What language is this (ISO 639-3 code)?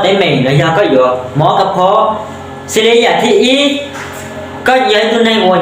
hmn